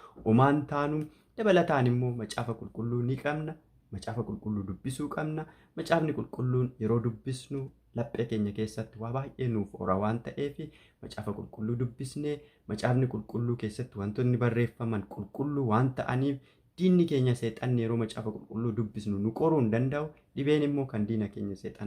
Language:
Oromo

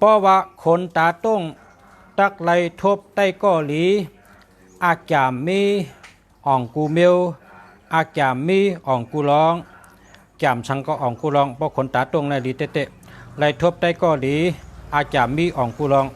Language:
Shan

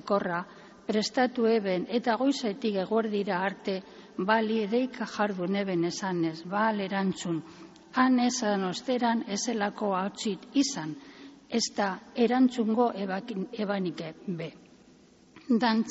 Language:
Basque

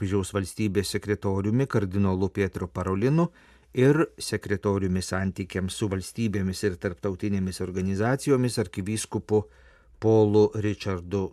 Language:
Lithuanian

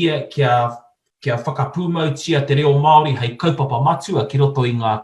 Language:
Māori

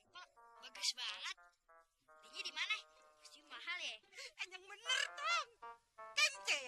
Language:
Betawi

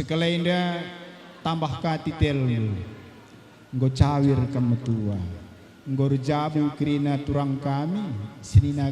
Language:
Batak Karo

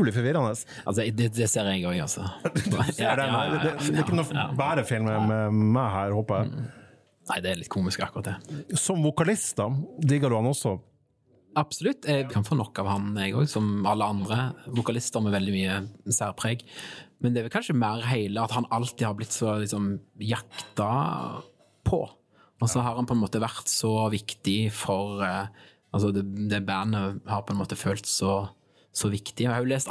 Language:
Norwegian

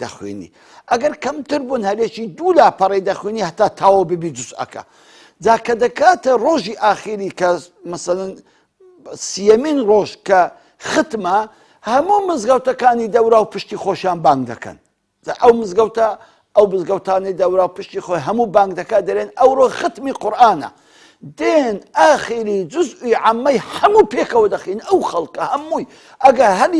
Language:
Central Kurdish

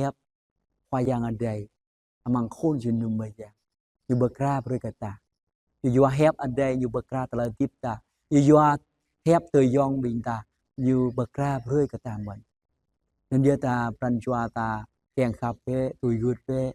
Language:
Jarai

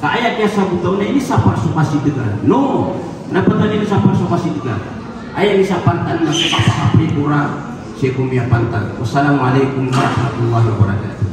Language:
Maranao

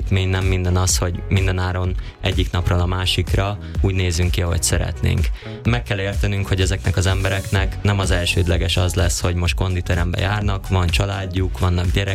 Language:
Hungarian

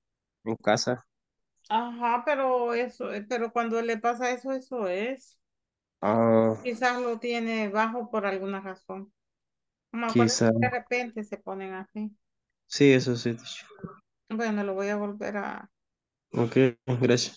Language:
Spanish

